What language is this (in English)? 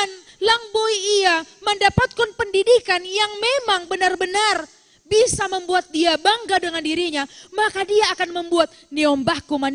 Batak Simalungun